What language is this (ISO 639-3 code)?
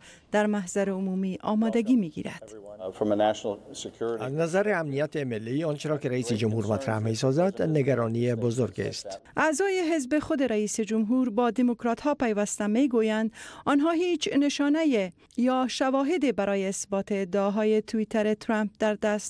fas